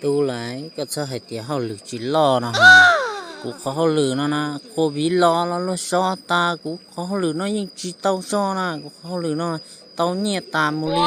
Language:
Hmong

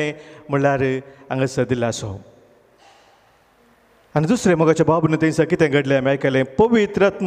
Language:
Konkani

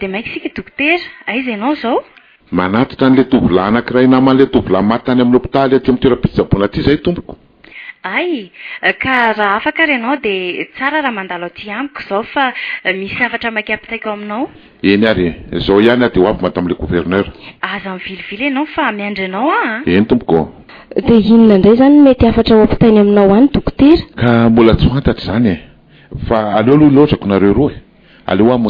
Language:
Malagasy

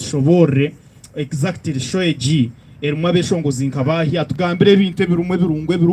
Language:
Nyankole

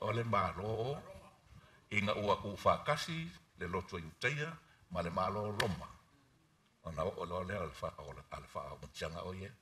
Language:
Samoan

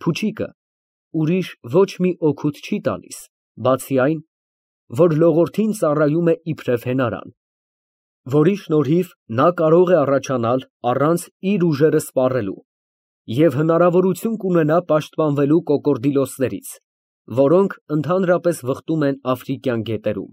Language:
Armenian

